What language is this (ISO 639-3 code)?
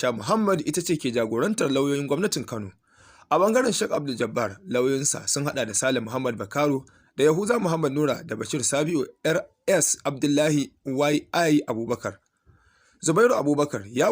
hau